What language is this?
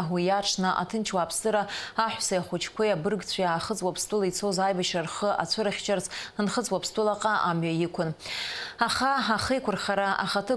Abkhazian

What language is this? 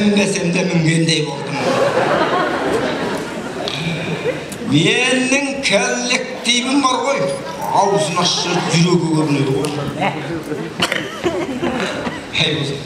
Kazakh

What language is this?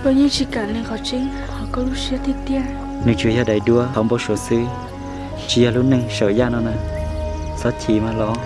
Hmong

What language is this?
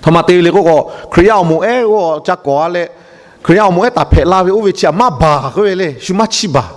Lahu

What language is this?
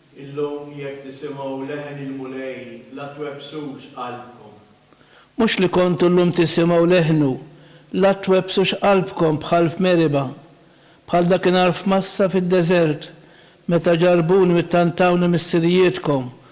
Maltese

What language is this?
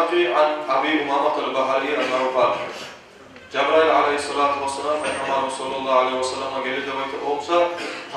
Kumyk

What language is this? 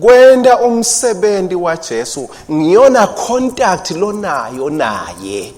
Swati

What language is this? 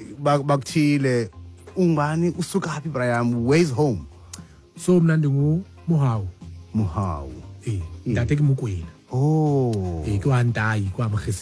Xhosa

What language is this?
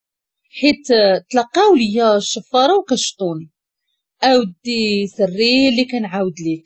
Moroccan Arabic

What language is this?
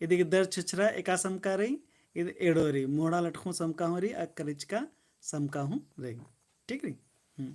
Kurukh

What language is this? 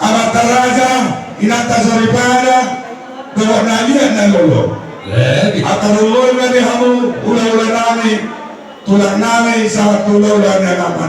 Batak Toba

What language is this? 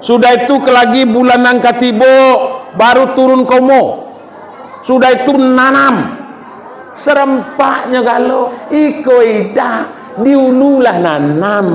Minangkabau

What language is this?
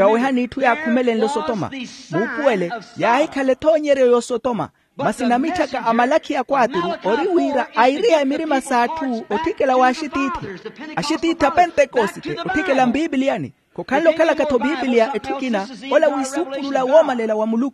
Makhuwa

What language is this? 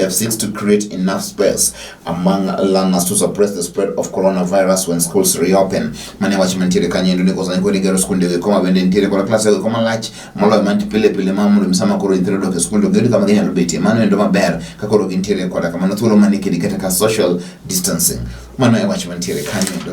Luo (Kenya and Tanzania)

